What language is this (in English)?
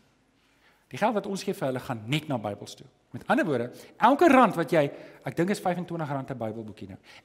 Afrikaans